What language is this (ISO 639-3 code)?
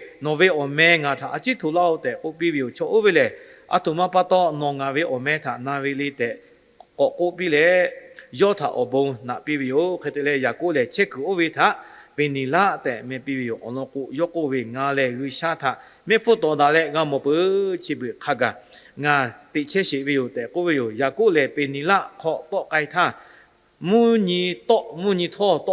lhu